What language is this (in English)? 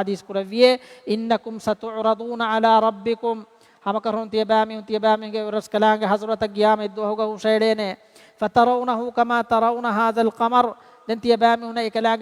Divehi